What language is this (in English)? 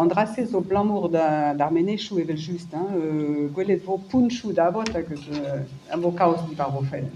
Breton